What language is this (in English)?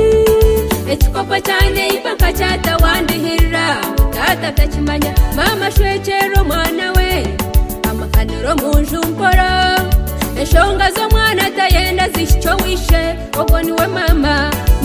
Kinyarwanda